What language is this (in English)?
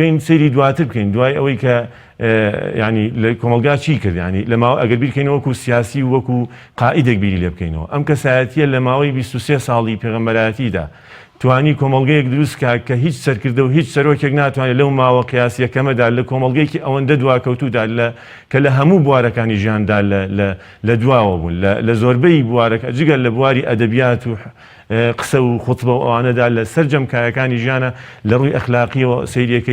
Central Kurdish